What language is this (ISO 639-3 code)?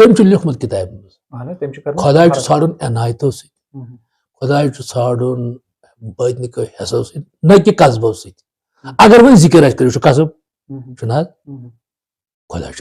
kas